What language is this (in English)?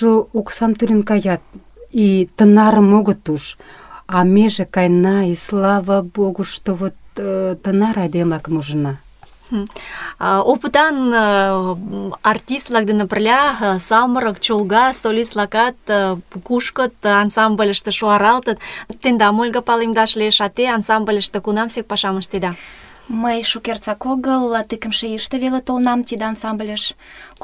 Mari